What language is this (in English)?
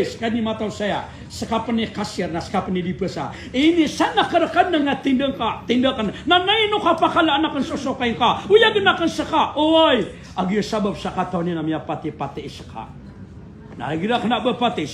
Maranao